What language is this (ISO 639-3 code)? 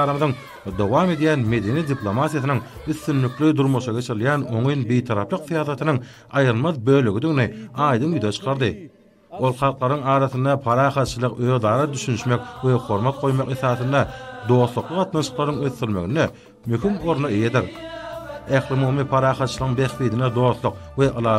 tuk